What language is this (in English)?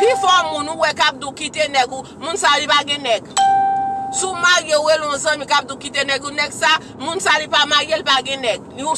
Haitian Creole